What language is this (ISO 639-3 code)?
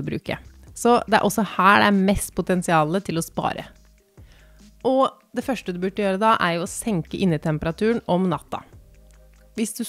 nor